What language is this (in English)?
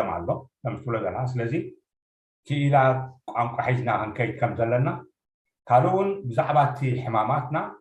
Tigrinya